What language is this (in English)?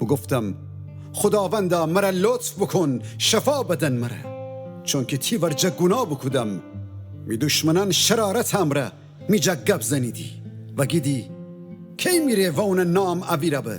Gilaki